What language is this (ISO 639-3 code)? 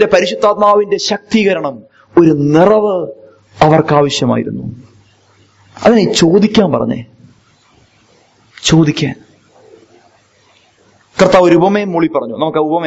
mal